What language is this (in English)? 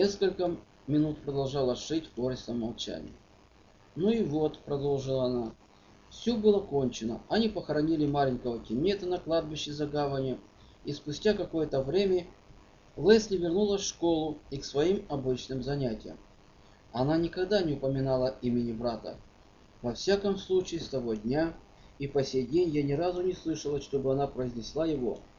Russian